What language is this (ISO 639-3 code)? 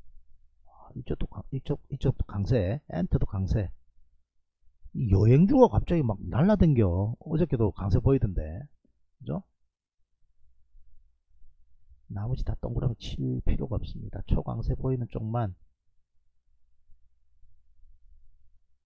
kor